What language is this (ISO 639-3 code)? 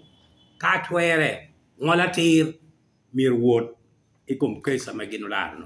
laj